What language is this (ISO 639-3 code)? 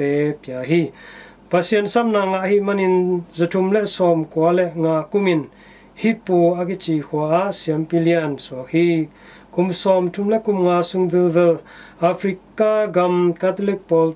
ctd